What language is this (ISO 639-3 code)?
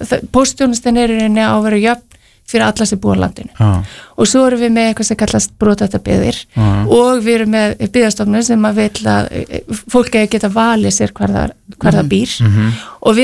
isl